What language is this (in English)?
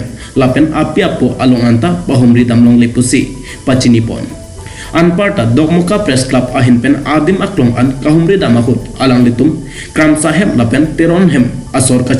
Karbi